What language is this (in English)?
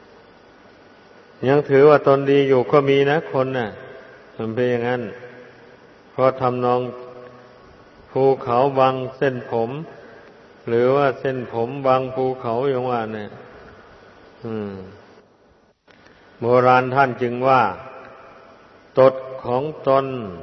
Thai